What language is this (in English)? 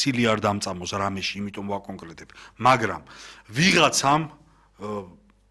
Georgian